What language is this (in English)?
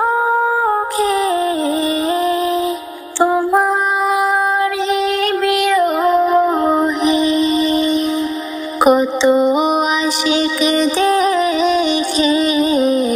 Bangla